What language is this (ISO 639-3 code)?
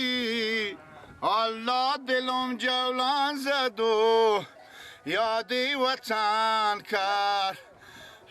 fas